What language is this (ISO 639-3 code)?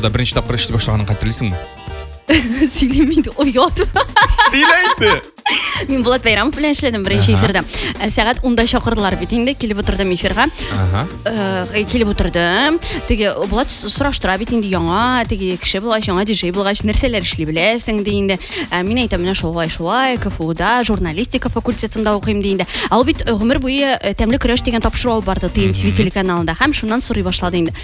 tat